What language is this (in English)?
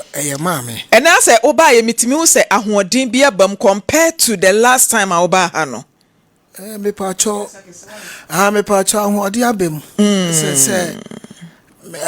Akan